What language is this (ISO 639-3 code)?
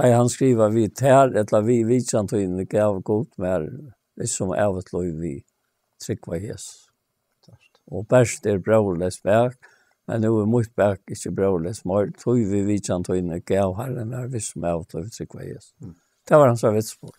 fao